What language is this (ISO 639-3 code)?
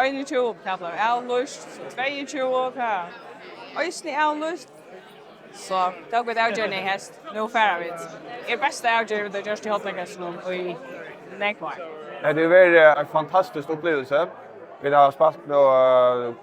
fao